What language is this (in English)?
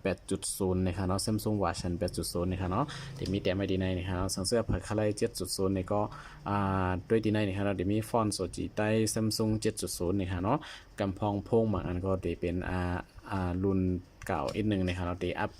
Shan